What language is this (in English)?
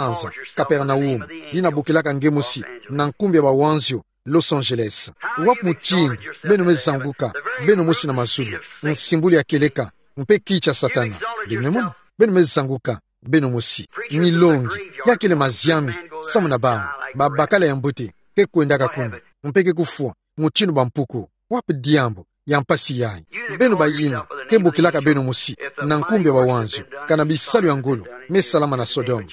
Kituba (Democratic Republic of Congo)